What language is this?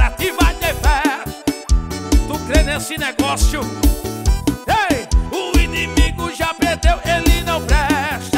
Portuguese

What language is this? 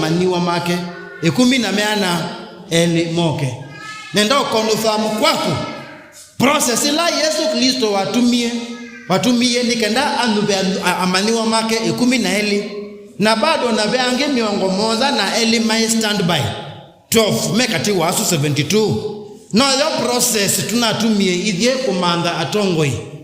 Kamba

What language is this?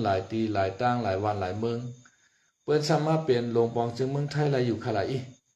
Shan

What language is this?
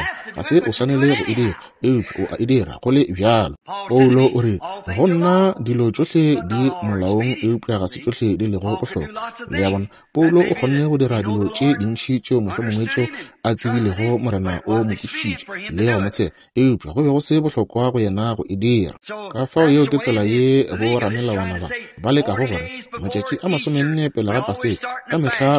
Northern Sotho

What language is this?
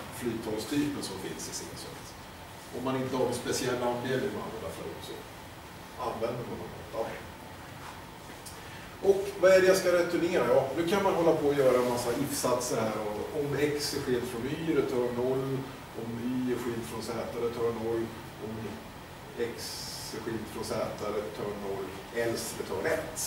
Swedish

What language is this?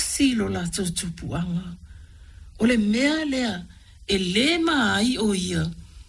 Samoan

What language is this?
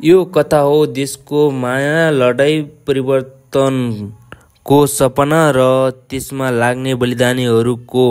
Nepali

